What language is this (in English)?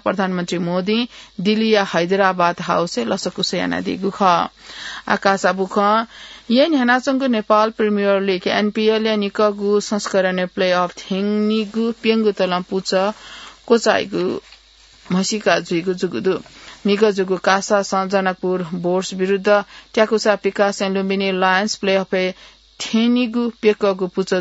Newari